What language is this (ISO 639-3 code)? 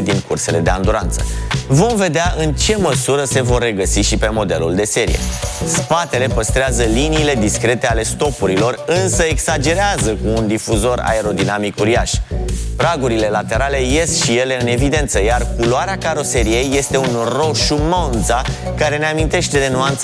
ron